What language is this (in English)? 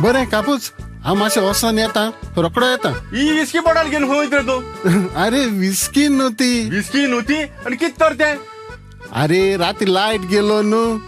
Konkani